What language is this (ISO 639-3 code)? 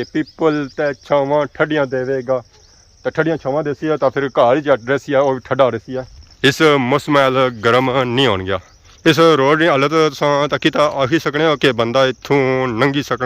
phr